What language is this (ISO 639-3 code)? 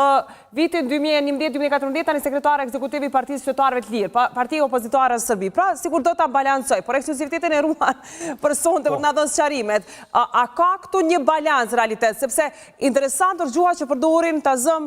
sqi